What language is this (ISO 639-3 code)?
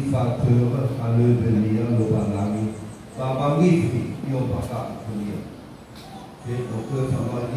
nia